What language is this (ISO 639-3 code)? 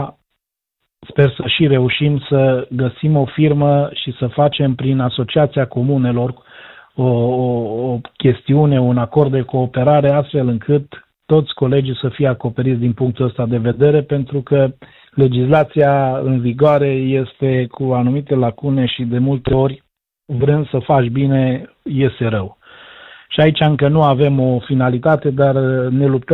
ron